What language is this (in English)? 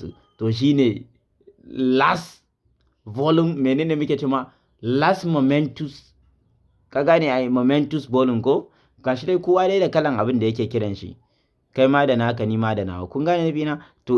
Hausa